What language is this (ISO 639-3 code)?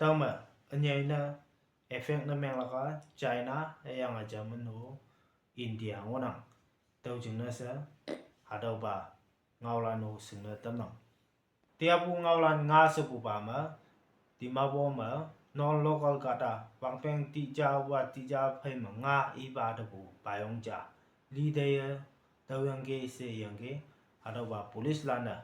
nbe